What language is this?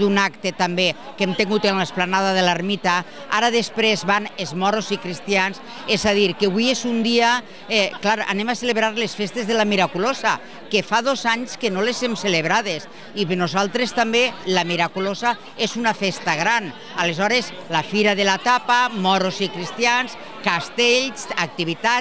Catalan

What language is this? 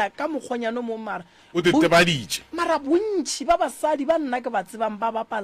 Northern Sotho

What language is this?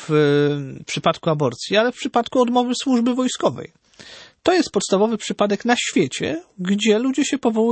Polish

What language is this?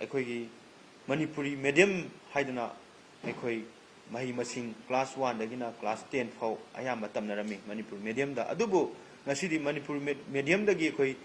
Manipuri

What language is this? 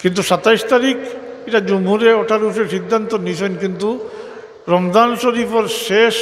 Sylheti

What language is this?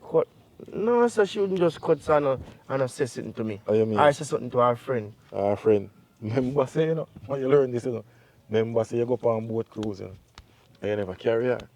Jamaican Creole English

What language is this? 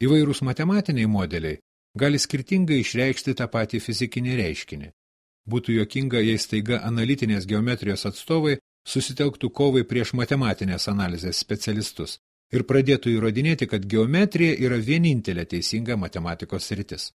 Lithuanian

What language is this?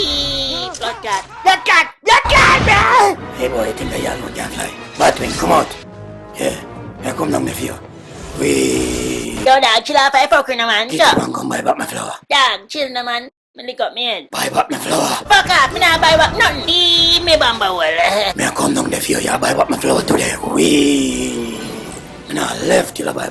Jamaican Creole English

